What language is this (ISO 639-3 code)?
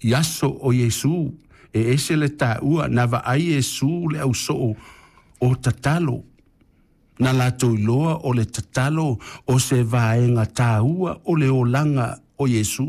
smo